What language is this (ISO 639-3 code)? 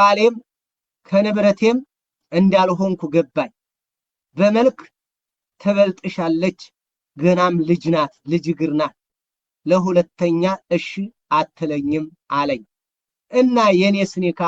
amh